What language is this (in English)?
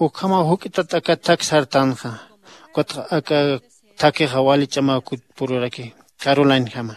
Aymara